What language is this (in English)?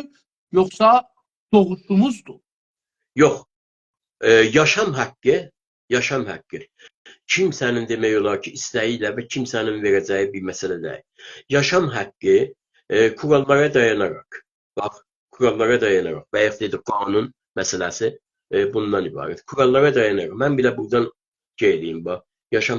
South Azerbaijani